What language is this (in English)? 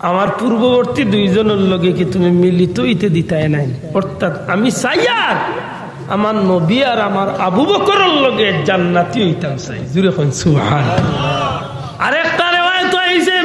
Sylheti